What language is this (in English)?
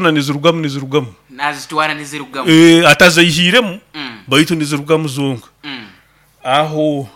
Nyoro